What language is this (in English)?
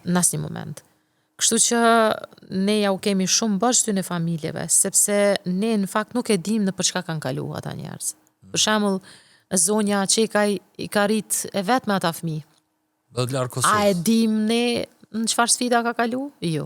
Albanian